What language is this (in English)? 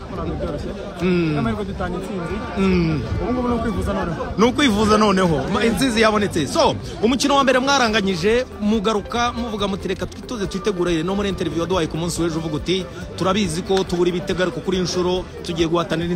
Kinyarwanda